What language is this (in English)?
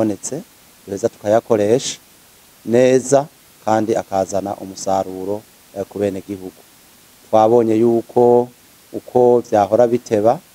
Rundi